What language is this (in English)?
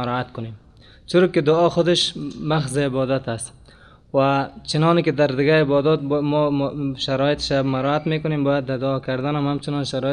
Persian